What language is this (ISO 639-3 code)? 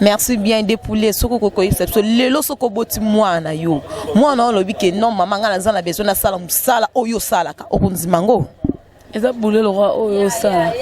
lin